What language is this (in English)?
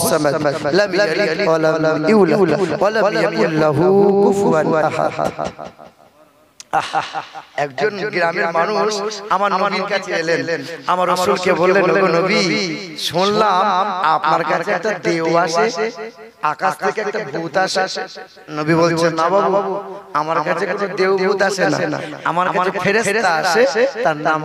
Bangla